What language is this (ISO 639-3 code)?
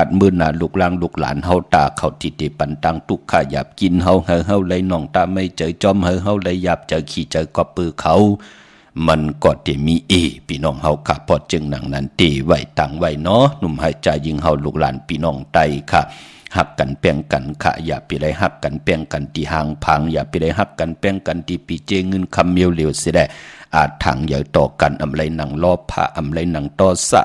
shn